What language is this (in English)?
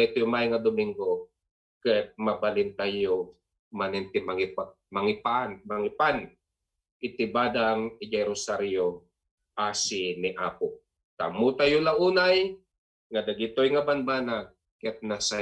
Iloko